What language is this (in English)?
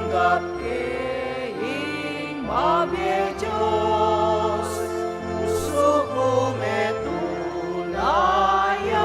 Pampanga